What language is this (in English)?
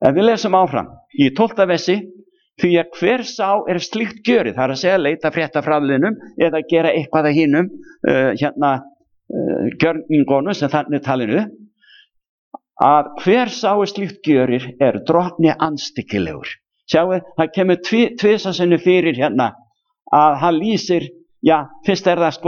Icelandic